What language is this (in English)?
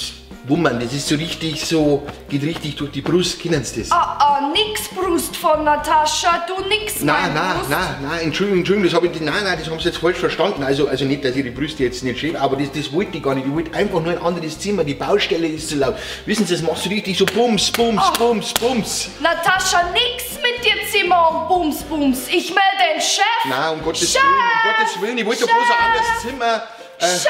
Bavarian